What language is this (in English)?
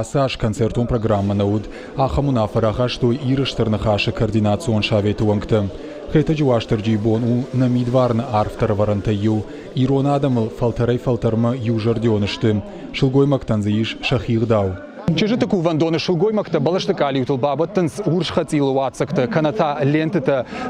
Ossetic